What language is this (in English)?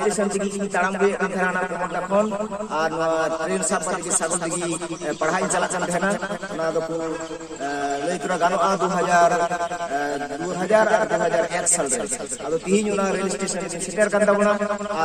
Santali